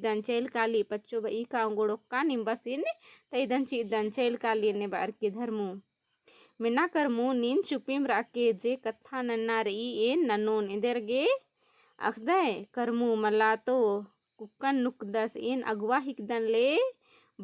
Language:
Kurukh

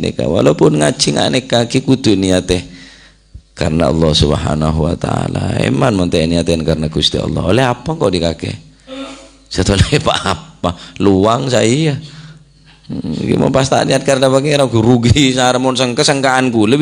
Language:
Madurese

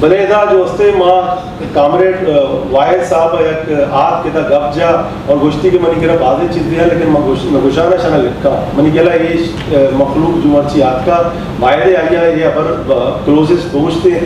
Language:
Eastern Balochi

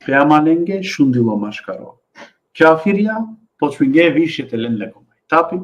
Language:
Balkan Romani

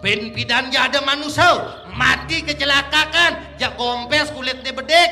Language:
Balinese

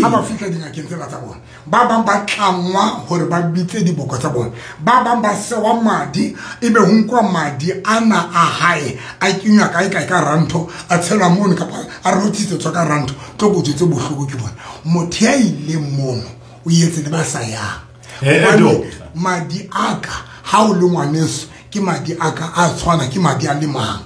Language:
Southern Sotho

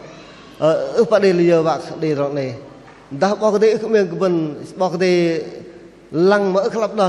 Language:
Bahnar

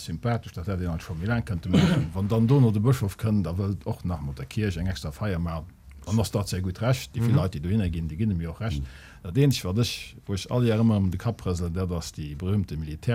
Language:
Luxembourgish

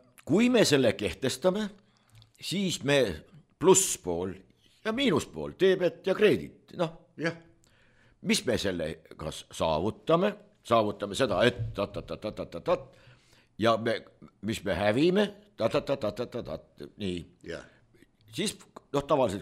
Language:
Estonian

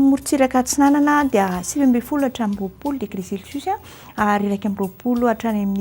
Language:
Malagasy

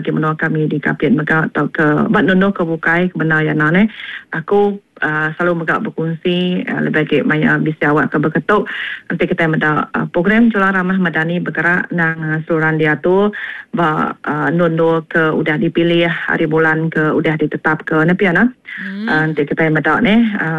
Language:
Iban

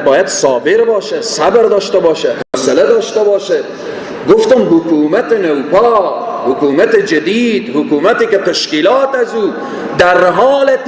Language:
Persian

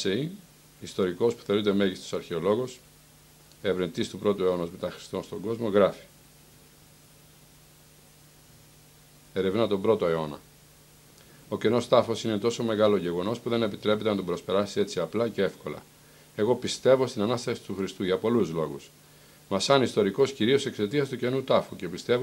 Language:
Greek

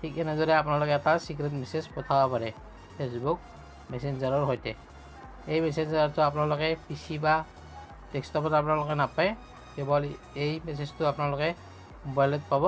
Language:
Assamese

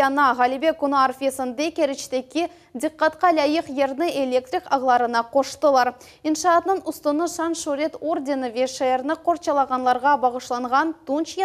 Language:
Crimean Tatar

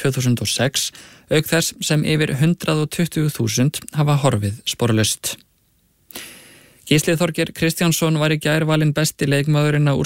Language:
Icelandic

